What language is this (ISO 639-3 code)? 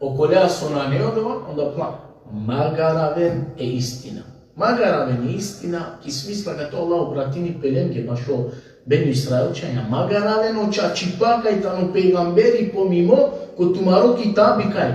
rmn